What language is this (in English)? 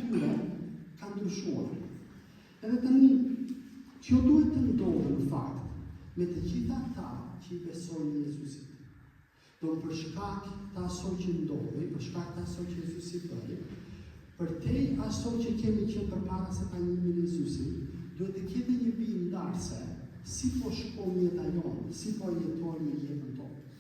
Albanian